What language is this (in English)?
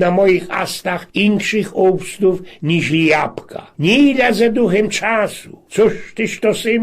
Silesian